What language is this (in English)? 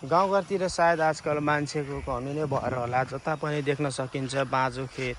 Nepali